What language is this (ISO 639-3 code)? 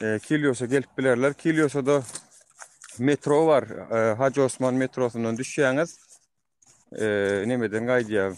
tuk